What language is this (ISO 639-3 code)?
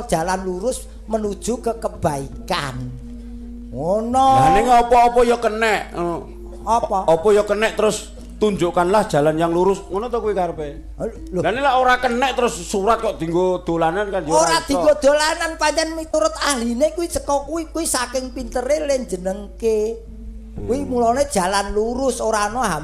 jav